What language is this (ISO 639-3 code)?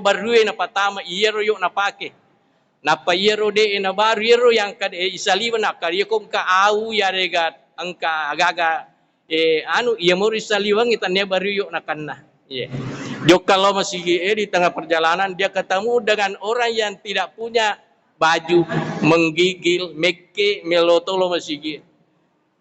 bug